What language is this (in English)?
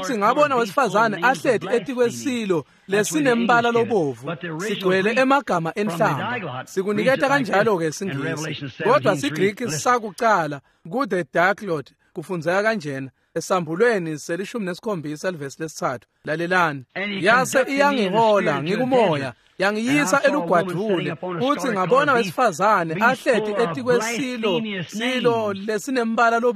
Swati